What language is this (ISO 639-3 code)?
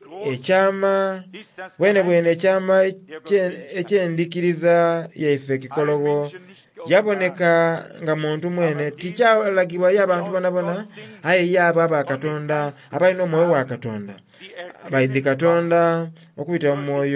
xog